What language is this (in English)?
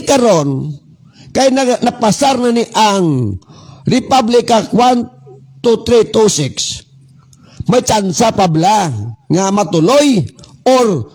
Hiligaynon